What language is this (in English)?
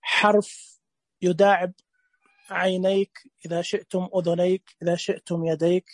Najdi Arabic